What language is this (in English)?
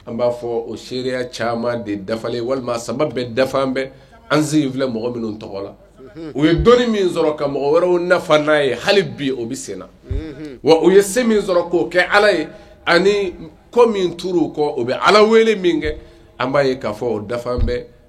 Bambara